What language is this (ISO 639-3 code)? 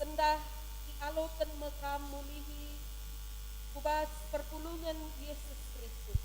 btx